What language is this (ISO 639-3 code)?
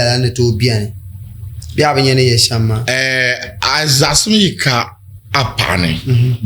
dag